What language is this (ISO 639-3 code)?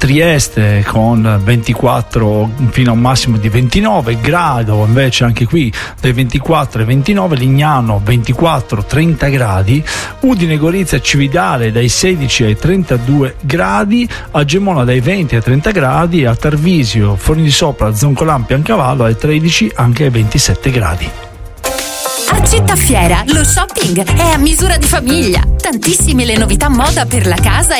ita